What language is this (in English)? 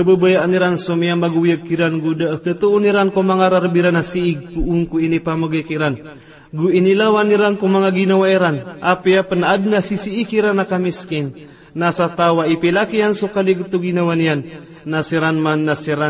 Maranao